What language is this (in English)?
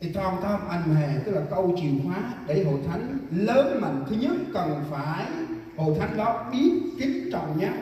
Central Mnong